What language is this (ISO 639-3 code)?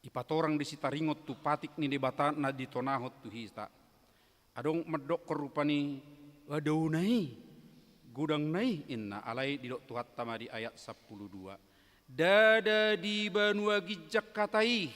bbc